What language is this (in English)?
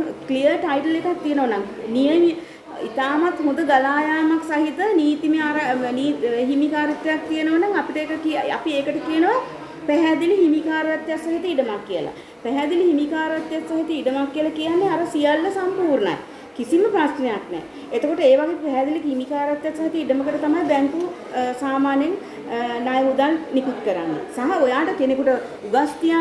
Sinhala